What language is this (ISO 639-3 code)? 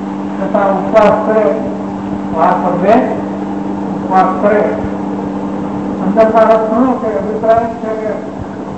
guj